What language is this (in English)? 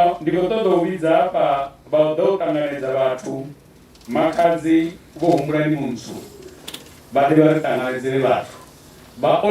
Venda